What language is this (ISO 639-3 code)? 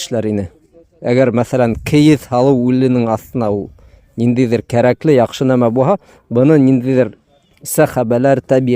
bak